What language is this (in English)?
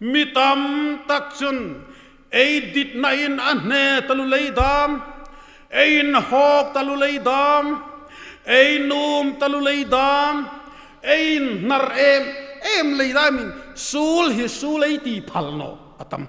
Hmar